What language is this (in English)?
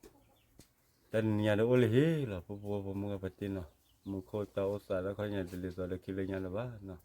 S'gaw Karen